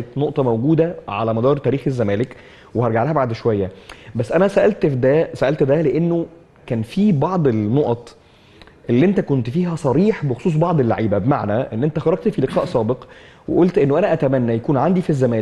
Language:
Egyptian Arabic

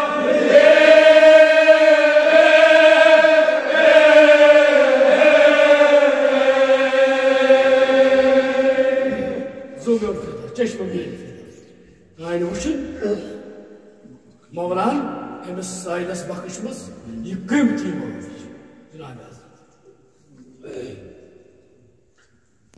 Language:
Kashmiri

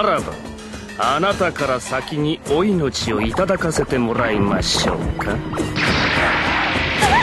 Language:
Japanese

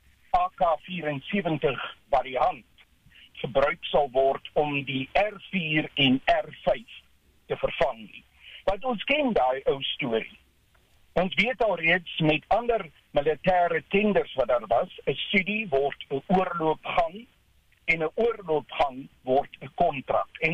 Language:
Afrikaans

